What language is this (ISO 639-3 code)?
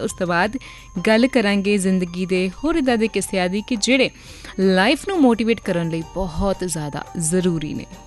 pan